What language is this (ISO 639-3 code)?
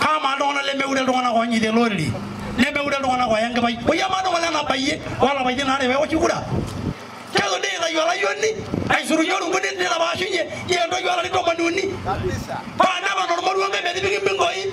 mas